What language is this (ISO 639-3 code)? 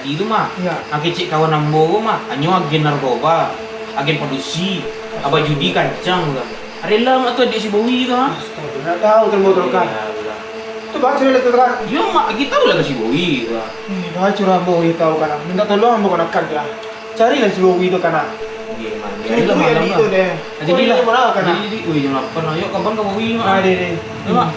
min